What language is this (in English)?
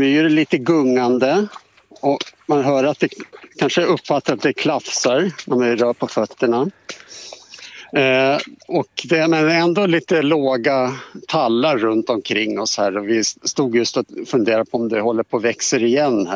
Swedish